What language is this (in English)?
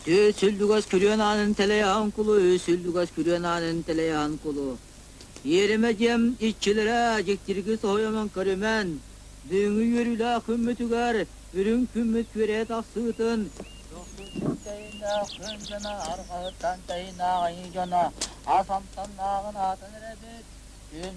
Yakut